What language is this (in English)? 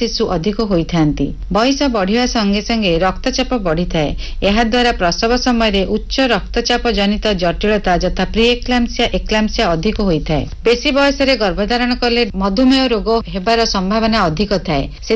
Odia